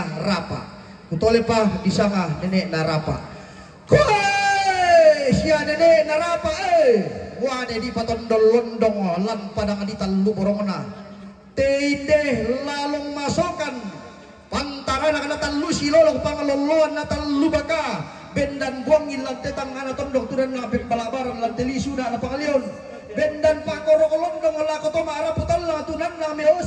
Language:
Toraja-Sa'dan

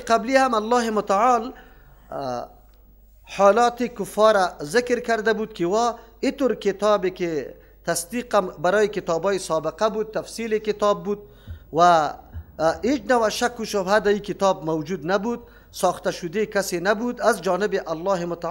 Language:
Persian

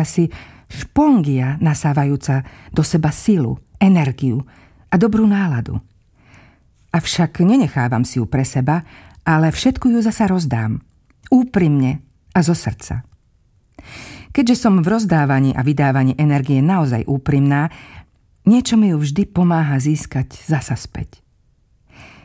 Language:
Slovak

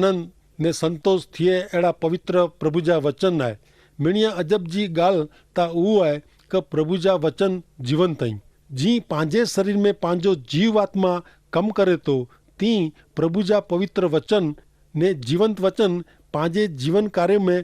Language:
Kachhi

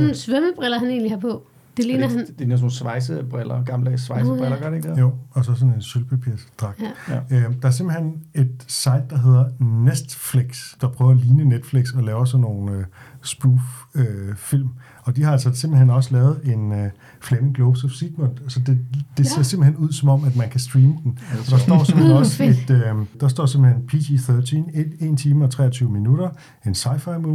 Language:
Danish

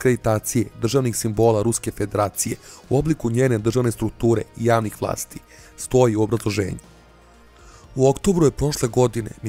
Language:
Serbian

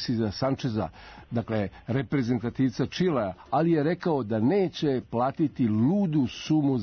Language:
Serbian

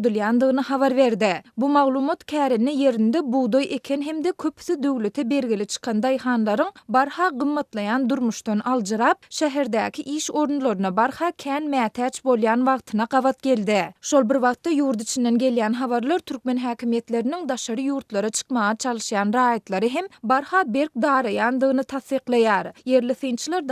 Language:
Turkmen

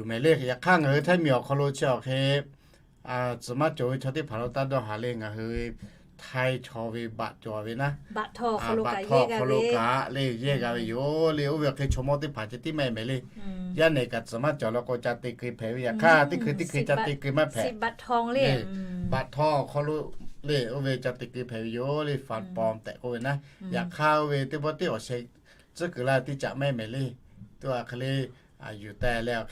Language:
Lahu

